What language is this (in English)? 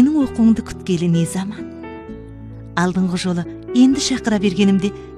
Kazakh